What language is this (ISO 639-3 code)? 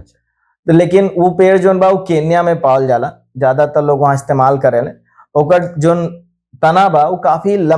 bho